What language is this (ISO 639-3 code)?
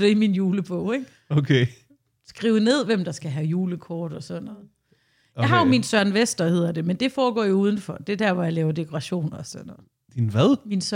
dan